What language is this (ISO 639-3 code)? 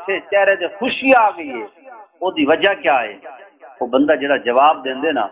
skr